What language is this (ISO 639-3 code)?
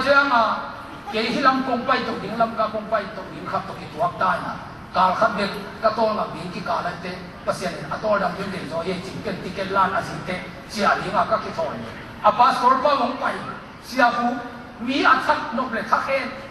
ctd